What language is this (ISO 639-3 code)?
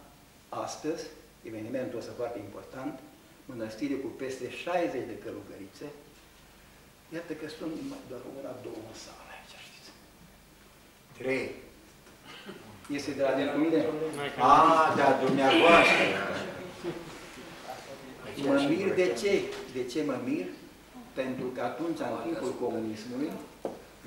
ron